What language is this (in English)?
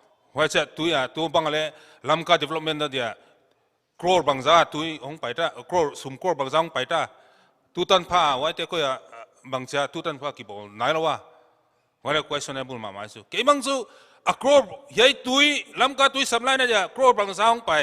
Paite Chin